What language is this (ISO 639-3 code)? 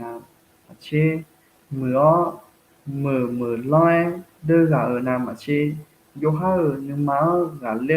ahk